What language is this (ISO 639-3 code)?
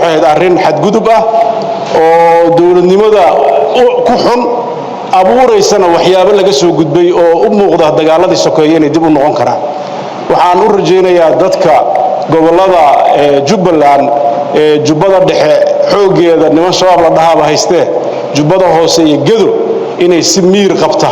som